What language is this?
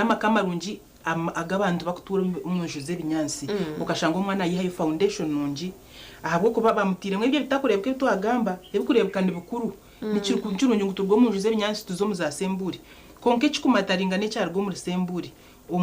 Nyankole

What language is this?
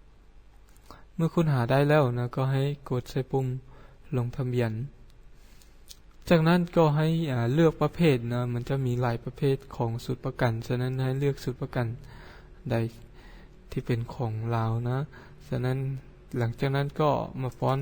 Lao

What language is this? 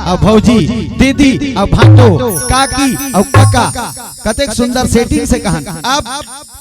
Chhattisgarhi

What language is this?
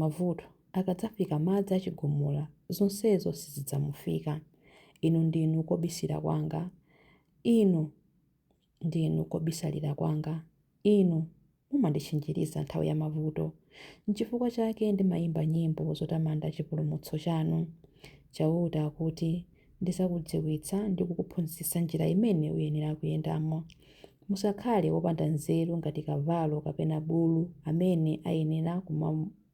Nyanja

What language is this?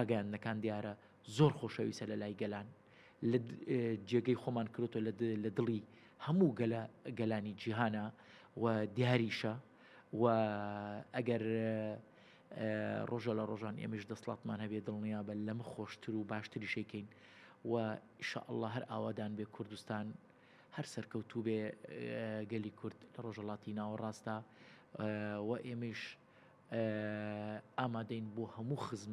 Central Kurdish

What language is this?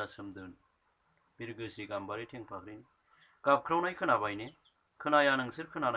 Bodo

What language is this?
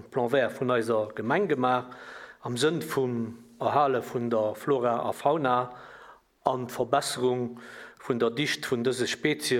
Luxembourgish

